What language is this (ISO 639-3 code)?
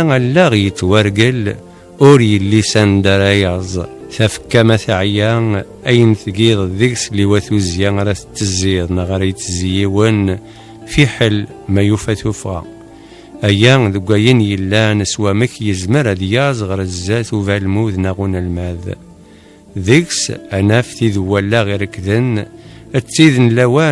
kab